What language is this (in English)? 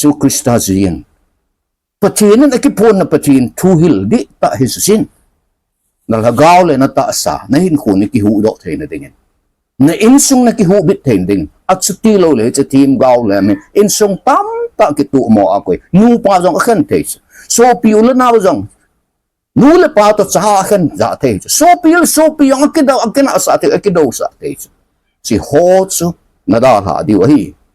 Thado Chin